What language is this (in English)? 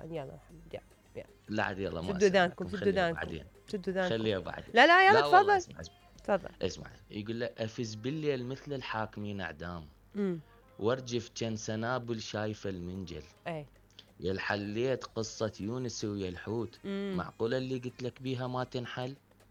Mesopotamian Arabic